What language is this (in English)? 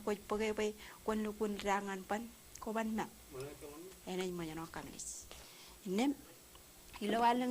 Marshallese